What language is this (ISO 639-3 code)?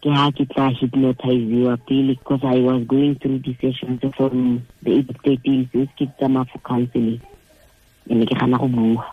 tsn